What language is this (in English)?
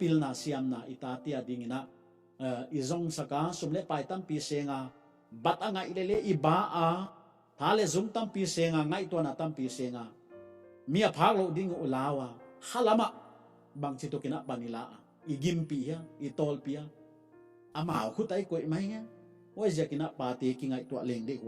Paite Chin